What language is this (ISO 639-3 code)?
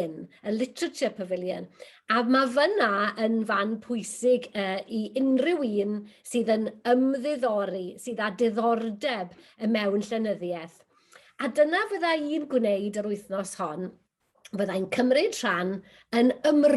cym